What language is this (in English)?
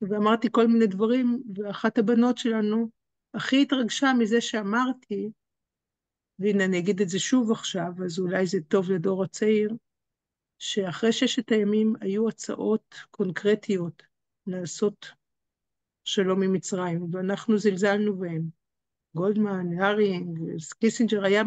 Hebrew